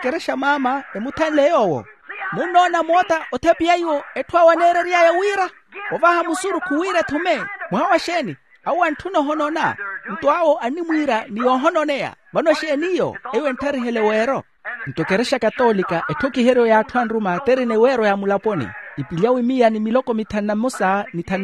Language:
Makhuwa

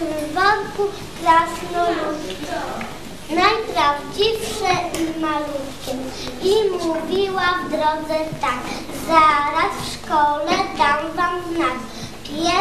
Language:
Polish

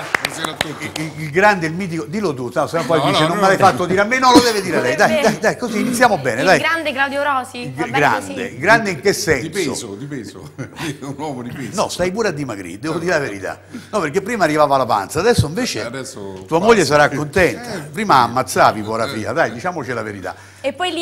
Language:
Italian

